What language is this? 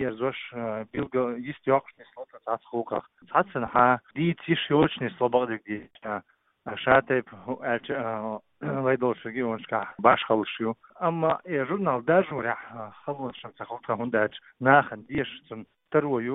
Chechen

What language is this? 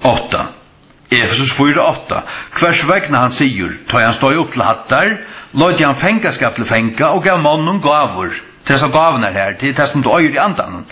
Faroese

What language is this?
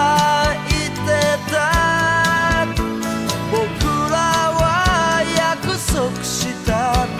Japanese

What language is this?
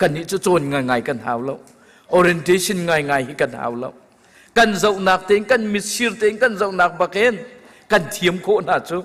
Hakha Chin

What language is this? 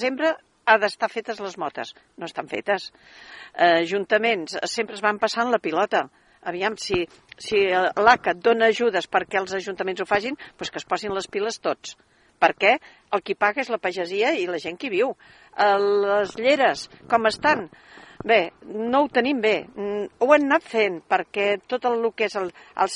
Catalan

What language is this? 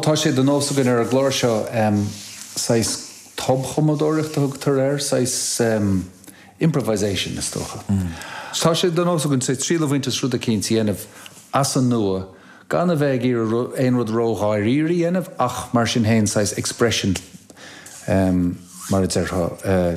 Irish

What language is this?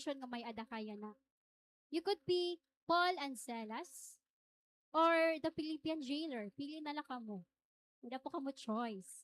Waray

